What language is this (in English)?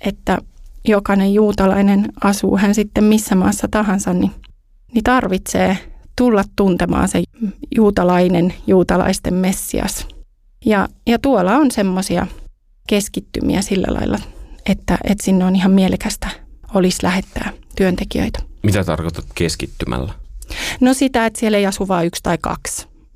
Finnish